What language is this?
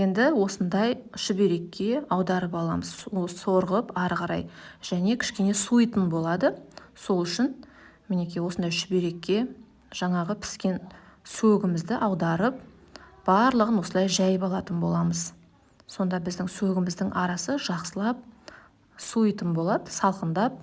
Kazakh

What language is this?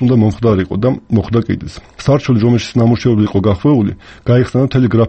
Georgian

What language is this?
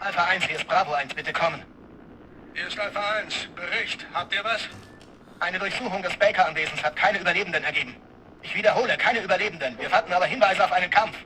Bavarian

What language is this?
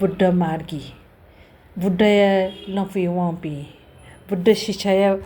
Newari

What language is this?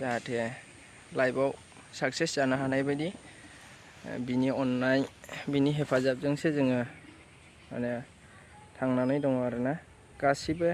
Bodo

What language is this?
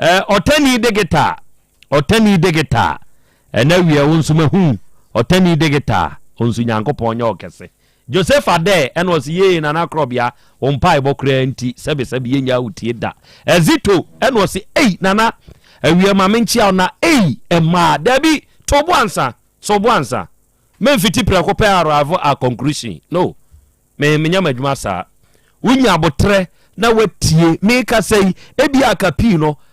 Akan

